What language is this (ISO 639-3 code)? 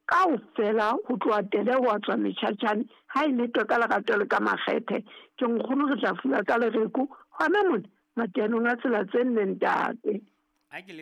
sot